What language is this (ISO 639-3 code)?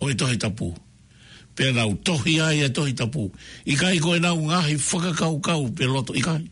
ton